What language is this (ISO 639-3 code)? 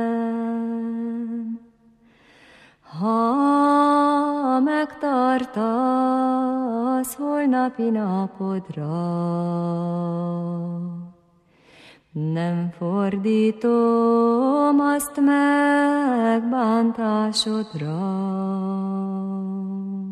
hun